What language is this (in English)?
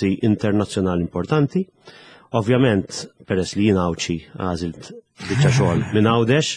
Maltese